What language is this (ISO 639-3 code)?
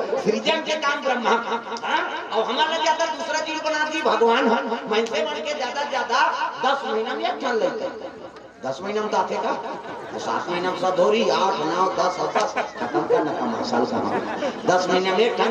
hne